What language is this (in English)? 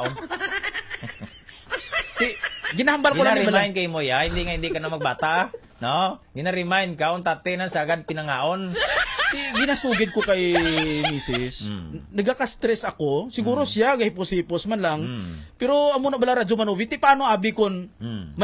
Hiligaynon